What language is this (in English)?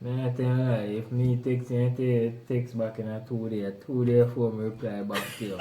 Jamaican Creole English